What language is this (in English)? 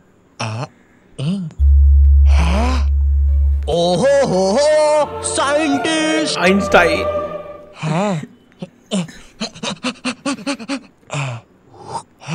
Hindi